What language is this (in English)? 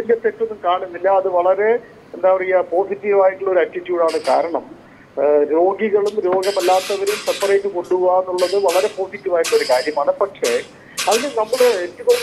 Malayalam